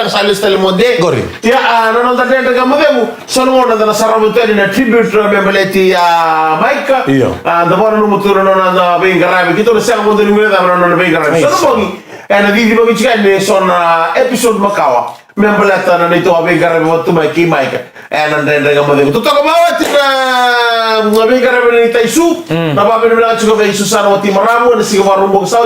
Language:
Fijian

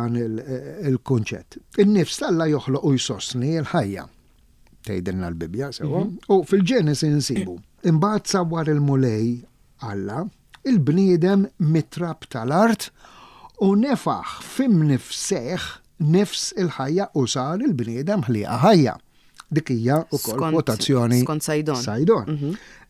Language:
Maltese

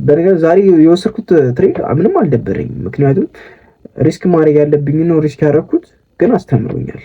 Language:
Amharic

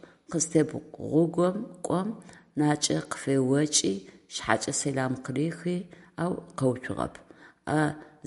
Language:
Adyghe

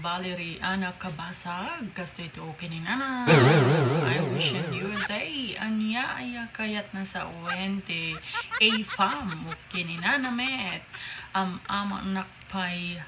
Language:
Iloko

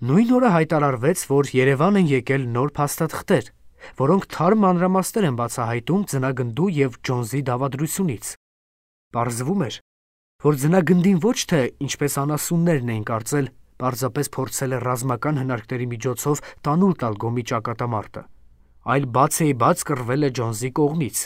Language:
Armenian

